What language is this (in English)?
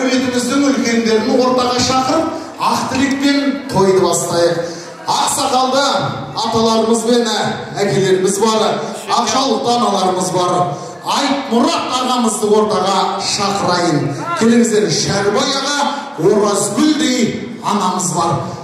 Kara-Kalpak